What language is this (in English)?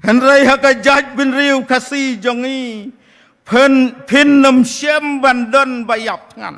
Khasi